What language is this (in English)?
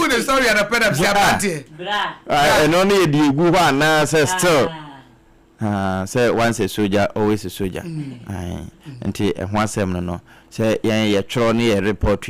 Akan